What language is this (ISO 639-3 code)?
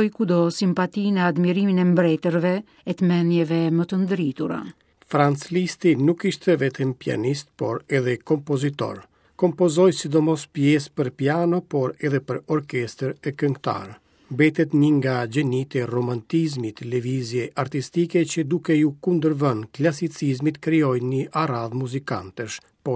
sqi